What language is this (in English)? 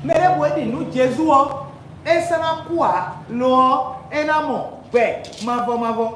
Fon